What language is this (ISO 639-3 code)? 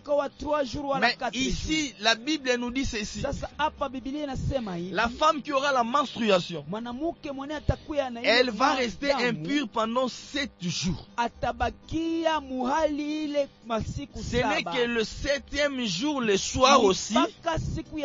swa